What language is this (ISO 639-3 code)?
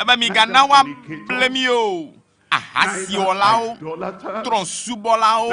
ewe